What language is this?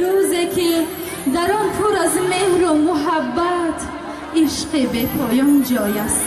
Tajik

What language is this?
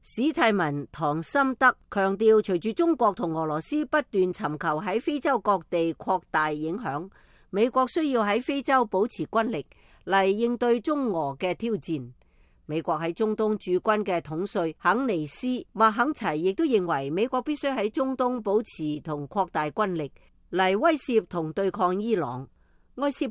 Cantonese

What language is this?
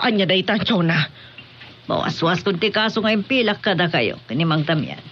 Iloko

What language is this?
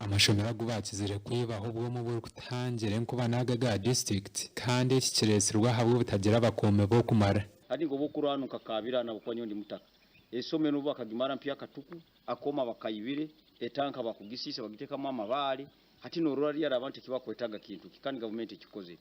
Nyankole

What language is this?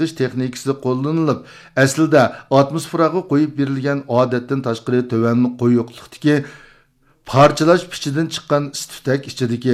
Uyghur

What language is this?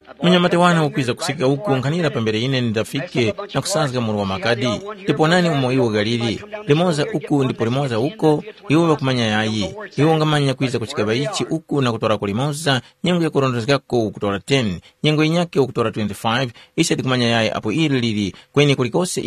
Tumbuka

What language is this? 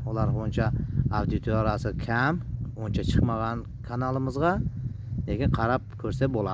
Uzbek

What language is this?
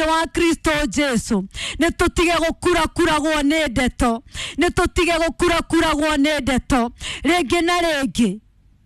Kikuyu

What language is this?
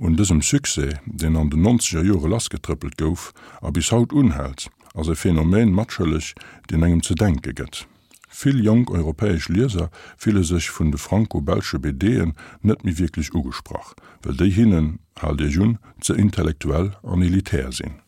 Luxembourgish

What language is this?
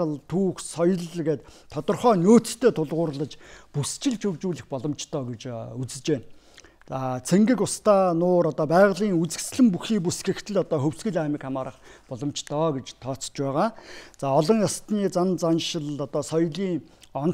Mongolian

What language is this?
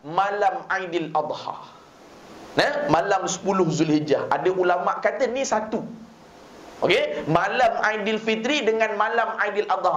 Malay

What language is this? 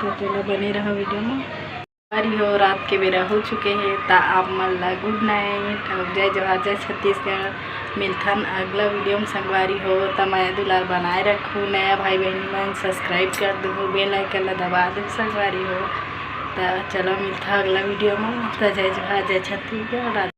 Chhattisgarhi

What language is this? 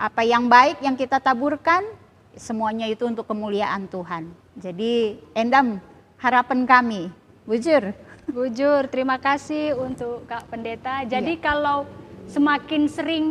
Batak Karo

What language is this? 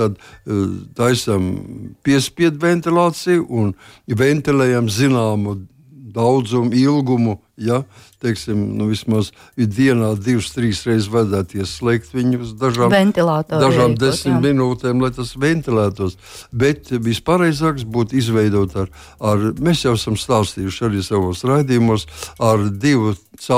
Latvian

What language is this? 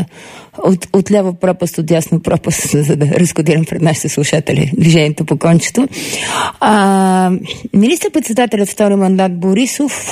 Bulgarian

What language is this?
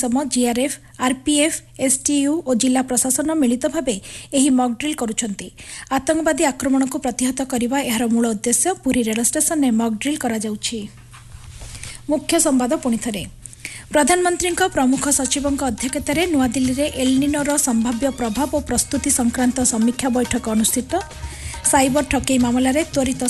Odia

